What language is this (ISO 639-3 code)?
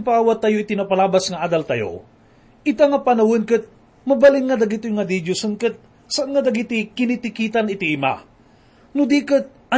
ilo